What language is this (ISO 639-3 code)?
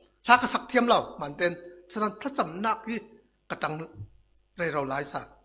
cfm